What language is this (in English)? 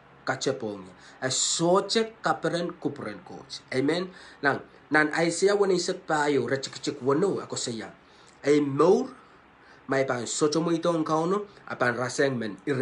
Pohnpeian